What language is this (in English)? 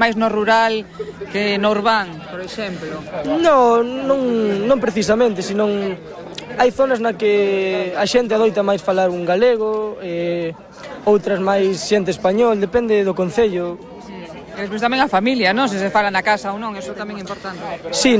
Galician